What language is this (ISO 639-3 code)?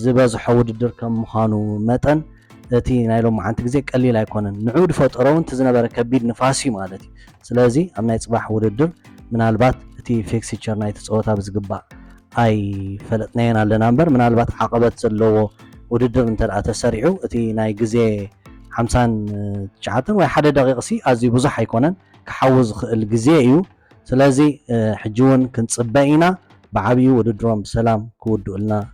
tir